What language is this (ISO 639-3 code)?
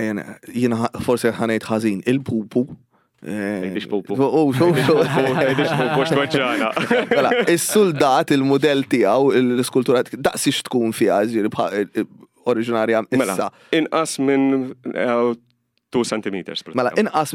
mlt